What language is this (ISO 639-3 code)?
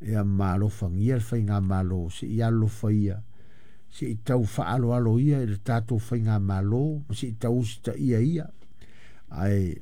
smo